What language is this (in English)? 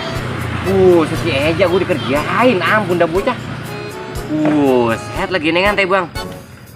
Betawi